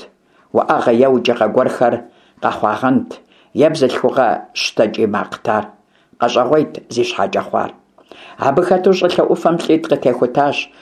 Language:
Kabardian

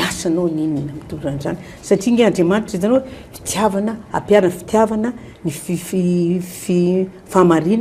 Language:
Malagasy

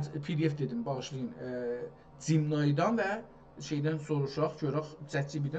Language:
South Azerbaijani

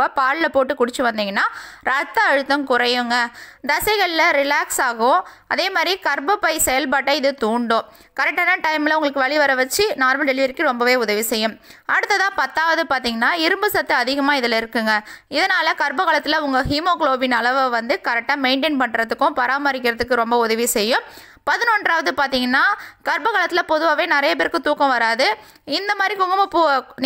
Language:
Tamil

